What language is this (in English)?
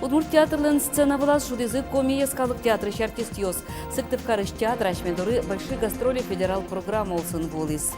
Udmurt